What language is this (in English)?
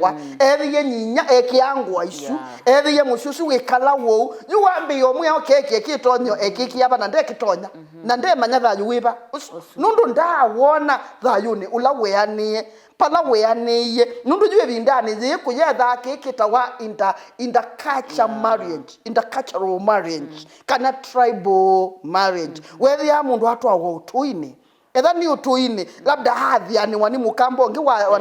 Kamba